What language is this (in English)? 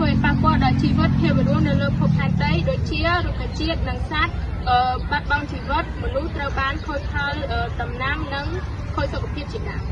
Khmer